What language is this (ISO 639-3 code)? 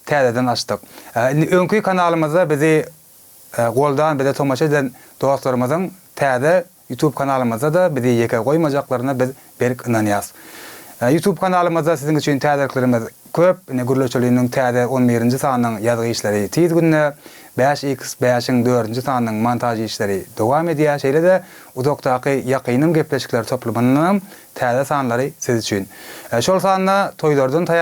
tuk